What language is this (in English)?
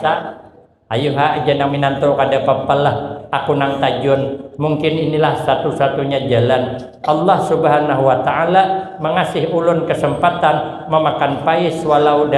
Banjar